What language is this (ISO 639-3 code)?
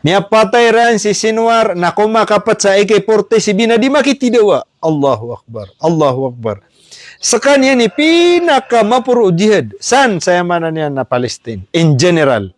mrw